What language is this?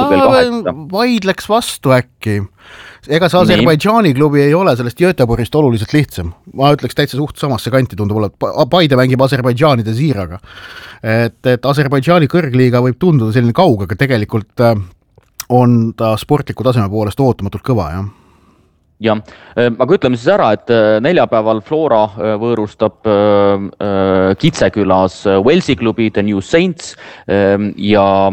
Estonian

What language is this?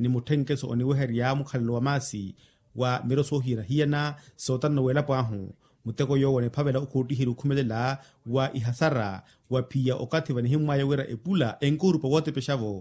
Makhuwa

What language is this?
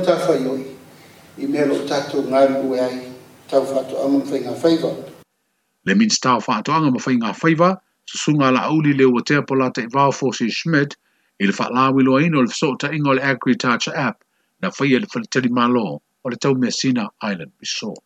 Samoan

